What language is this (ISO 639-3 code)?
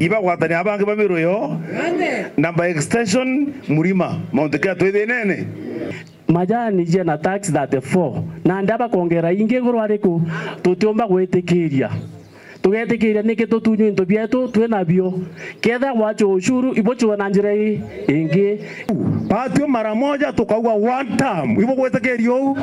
mer